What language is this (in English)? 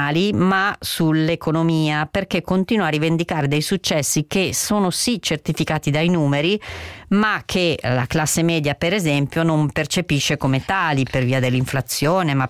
Italian